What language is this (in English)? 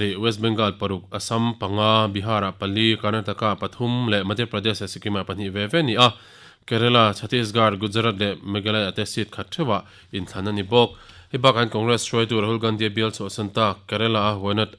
Mizo